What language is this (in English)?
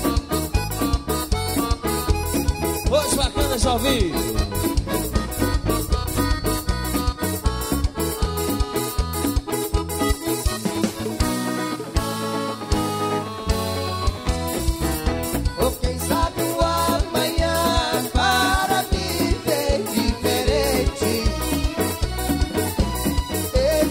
Portuguese